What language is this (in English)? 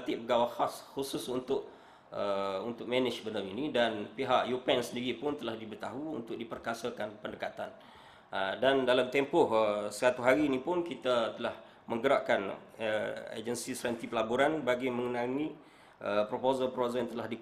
Malay